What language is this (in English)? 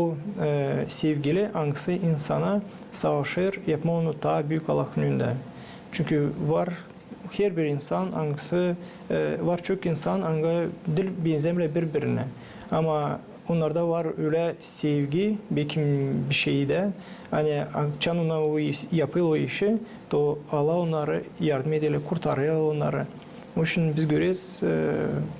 Gagauz